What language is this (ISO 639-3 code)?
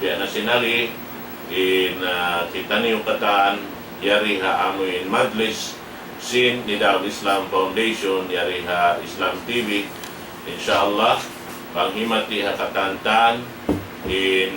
tsg